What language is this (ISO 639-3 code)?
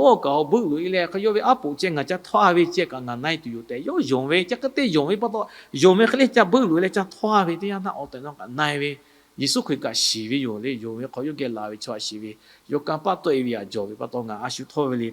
lhu